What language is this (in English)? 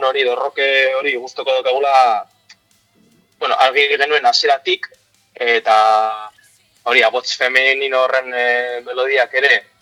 Basque